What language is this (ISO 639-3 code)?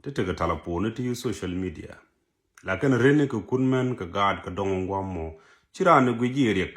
nus